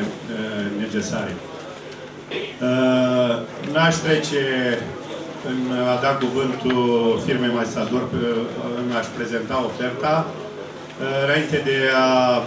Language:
Romanian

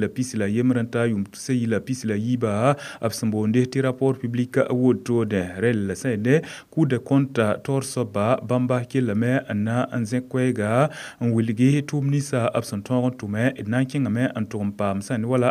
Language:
Mossi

